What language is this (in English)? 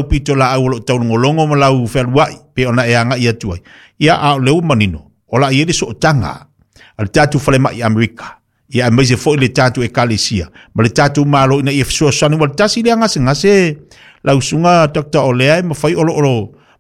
Samoan